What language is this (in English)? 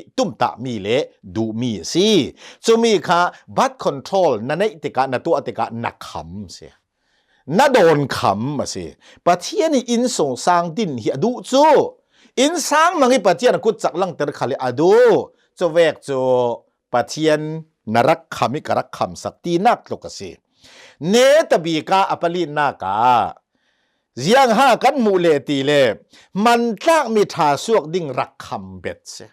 Hakha Chin